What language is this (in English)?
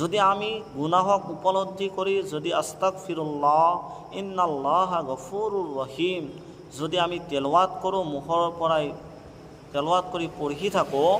Assamese